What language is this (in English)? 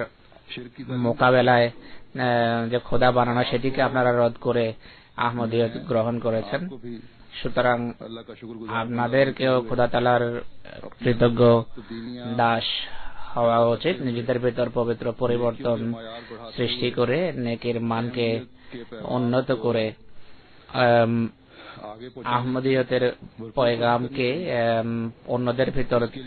Bangla